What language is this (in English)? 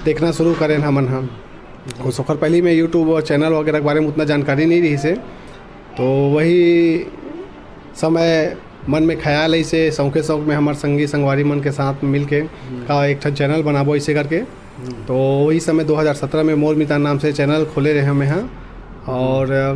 Chhattisgarhi